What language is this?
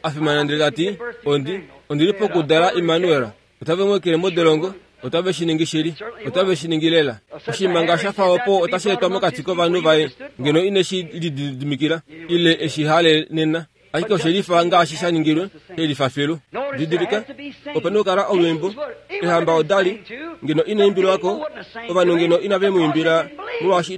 Kuanyama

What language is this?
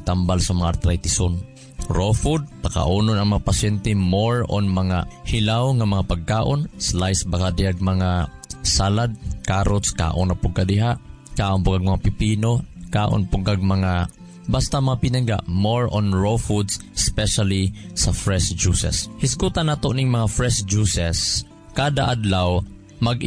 Cebuano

